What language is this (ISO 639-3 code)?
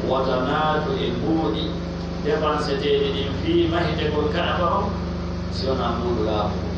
fuf